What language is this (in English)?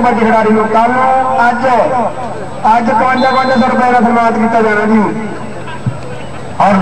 Punjabi